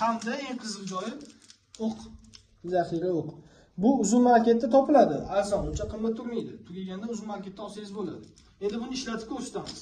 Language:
Uzbek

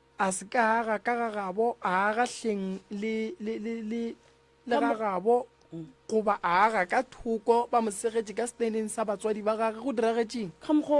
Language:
Northern Sotho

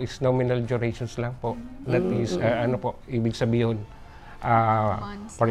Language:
Bikol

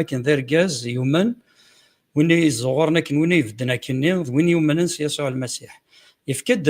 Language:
Kabyle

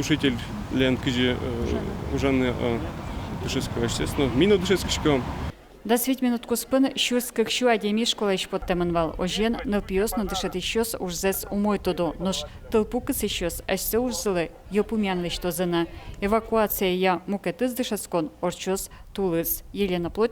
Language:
Udmurt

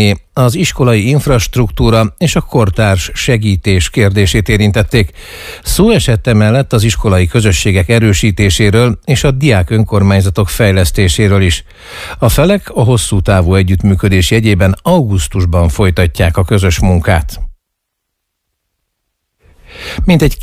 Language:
Hungarian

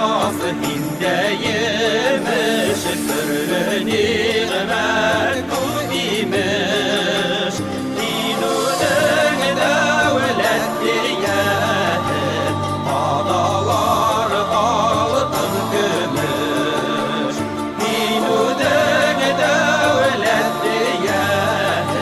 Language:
Bashkir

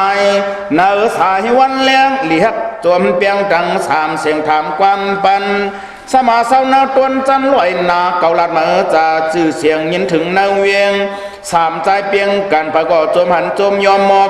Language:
Shan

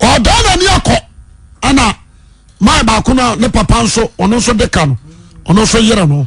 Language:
Akan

